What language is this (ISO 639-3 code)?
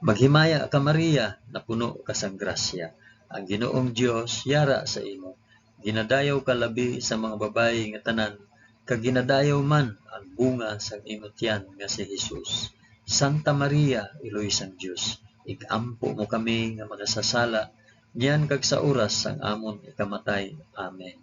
hil